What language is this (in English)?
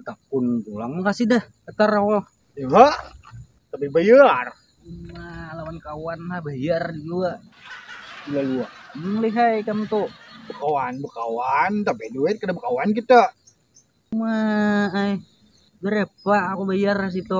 Banjar